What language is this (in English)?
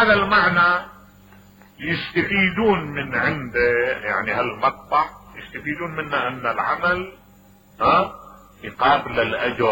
Mesopotamian Arabic